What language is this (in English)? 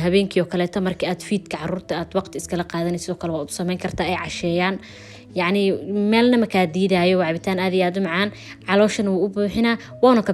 Somali